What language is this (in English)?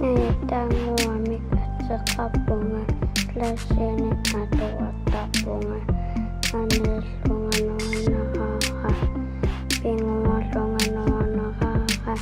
Kalaallisut